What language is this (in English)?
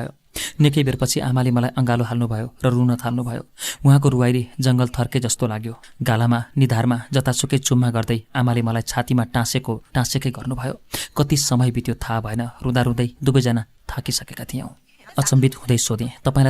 Nepali